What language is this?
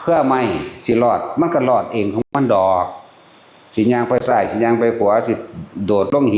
Northeastern Thai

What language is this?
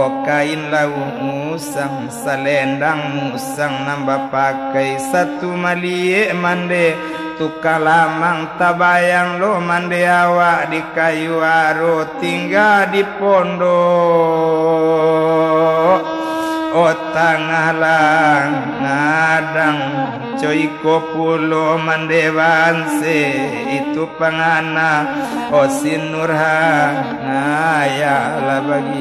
Minangkabau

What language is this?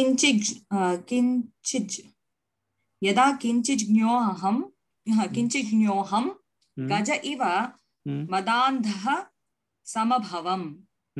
Sanskrit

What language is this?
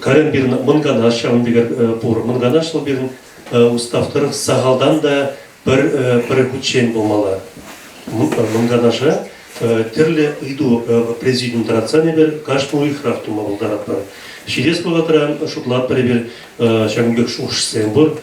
Chuvash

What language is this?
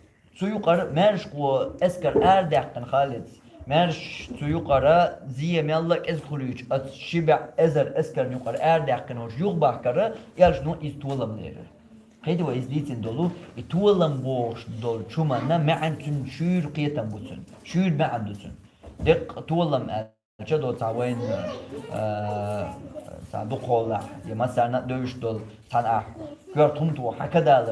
Chechen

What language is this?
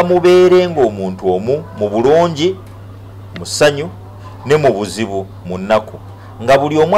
Ganda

